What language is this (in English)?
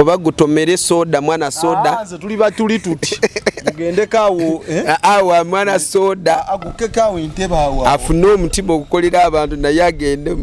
Ganda